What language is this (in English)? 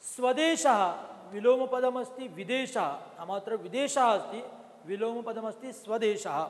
Sanskrit